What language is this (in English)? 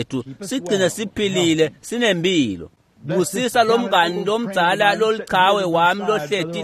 Swati